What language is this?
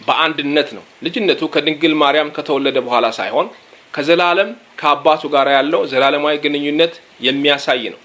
Amharic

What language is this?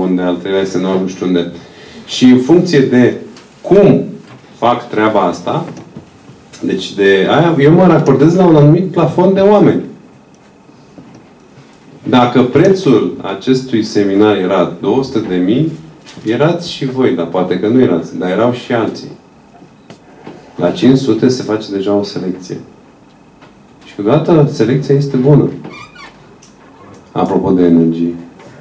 Romanian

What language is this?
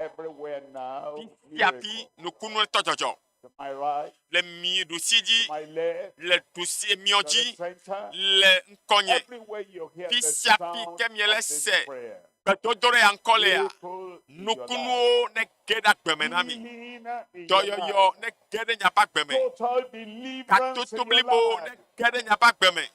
Ewe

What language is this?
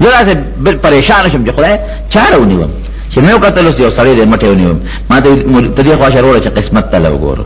Pashto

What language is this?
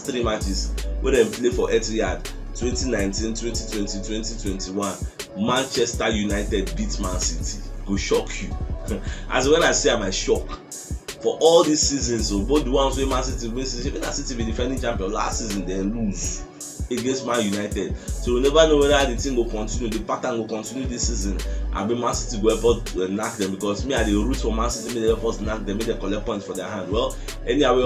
Nigerian Pidgin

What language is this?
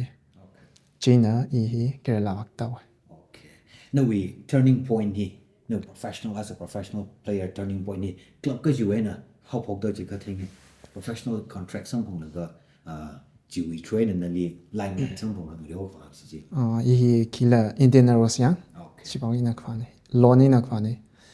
Tangkhul Naga (India)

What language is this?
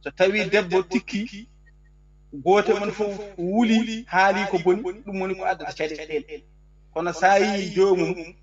Fula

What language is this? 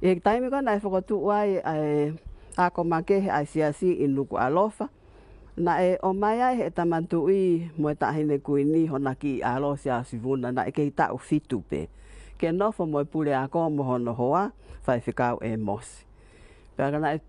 Tongan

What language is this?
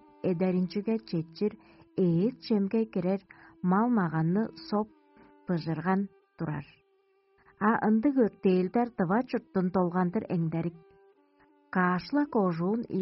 Tuvinian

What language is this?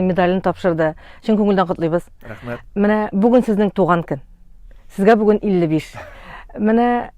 Tatar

